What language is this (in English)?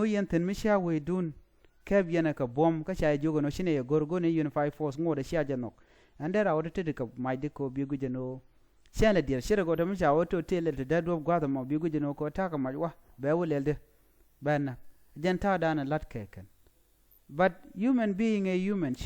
Nuer